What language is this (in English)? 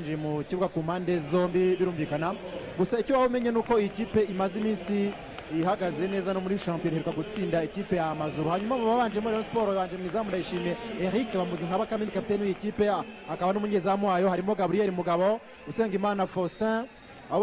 Kinyarwanda